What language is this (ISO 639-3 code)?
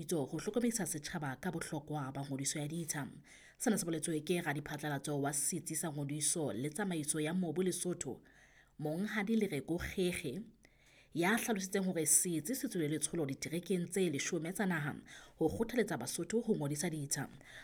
sot